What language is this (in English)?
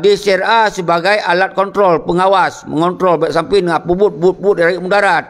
Achinese